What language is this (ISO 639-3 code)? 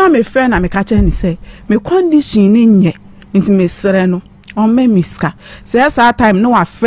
aka